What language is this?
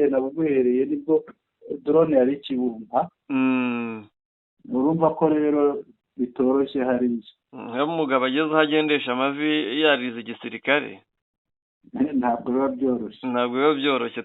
Kinyarwanda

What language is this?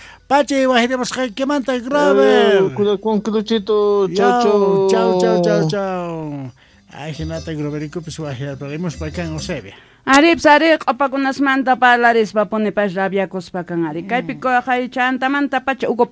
South Bolivian Quechua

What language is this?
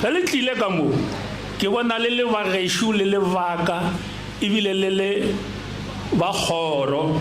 Northern Sotho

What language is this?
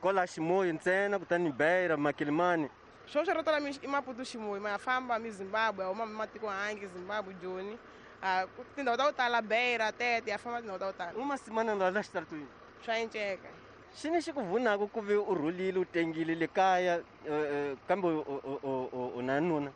Tsonga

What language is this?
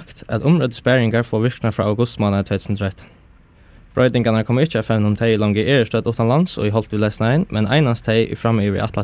Faroese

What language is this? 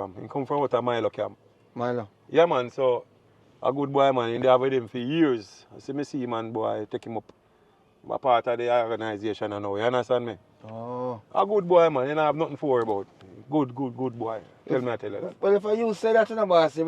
Jamaican Creole English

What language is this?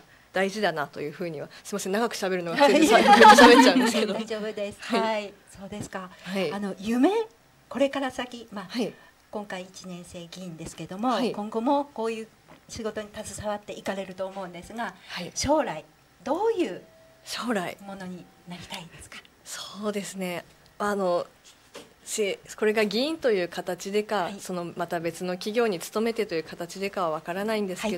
Japanese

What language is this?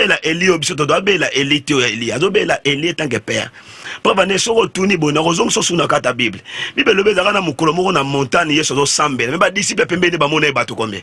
Lingala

